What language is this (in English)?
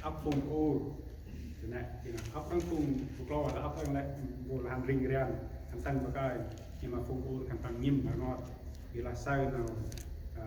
Central Mnong